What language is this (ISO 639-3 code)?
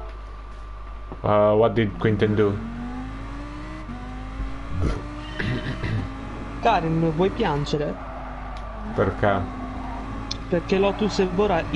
ita